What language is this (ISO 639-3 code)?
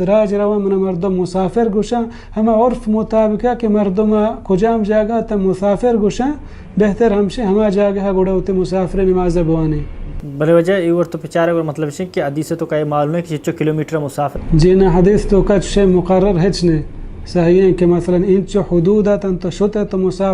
bal